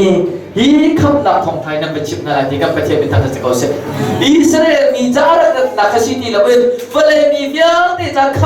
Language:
Hakha Chin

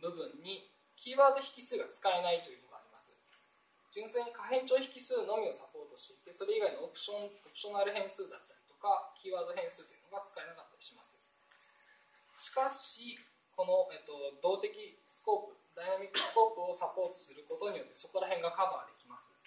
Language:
Japanese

